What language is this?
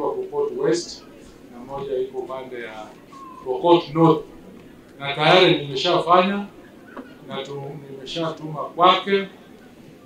Swahili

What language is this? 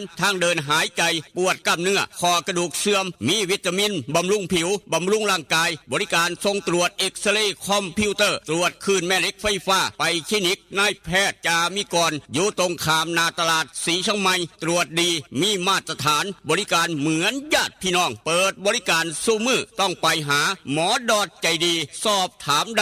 Northeastern Thai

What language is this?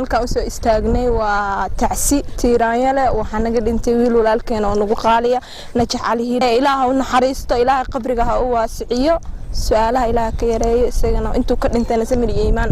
Somali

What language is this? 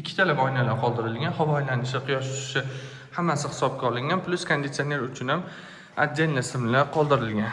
Uzbek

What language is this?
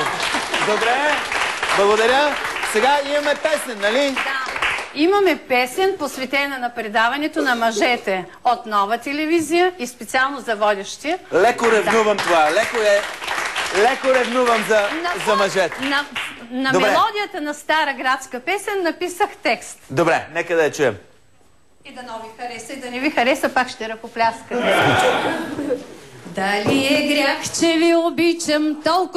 Bulgarian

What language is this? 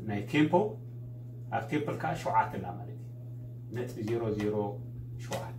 Tigrinya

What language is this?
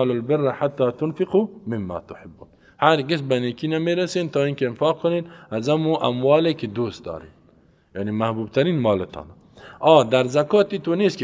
Persian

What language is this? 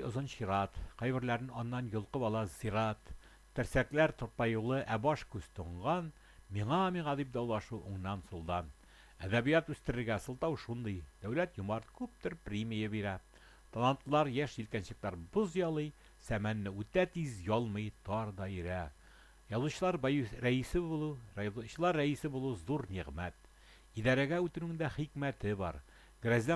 Tatar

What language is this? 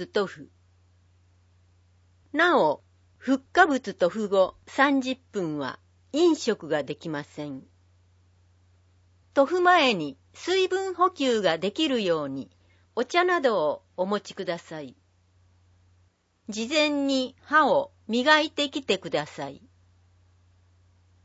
Japanese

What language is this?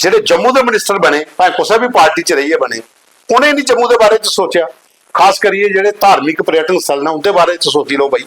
Dogri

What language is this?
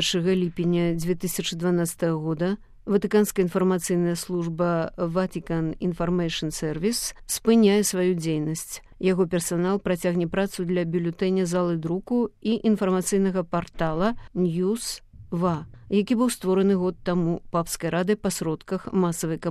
Belarusian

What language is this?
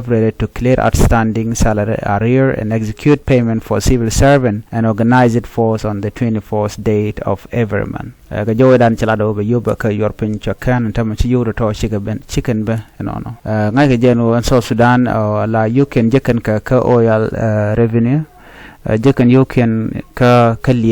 Nuer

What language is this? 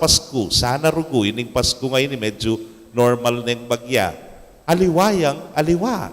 Pampanga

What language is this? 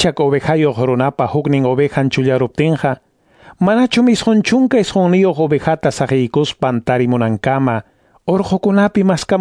Ayacucho Quechua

